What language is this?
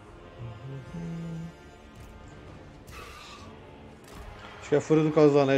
Portuguese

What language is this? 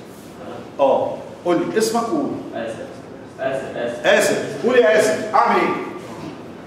Egyptian Arabic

